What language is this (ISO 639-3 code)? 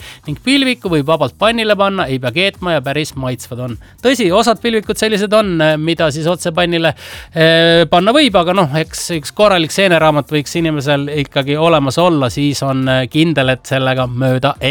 est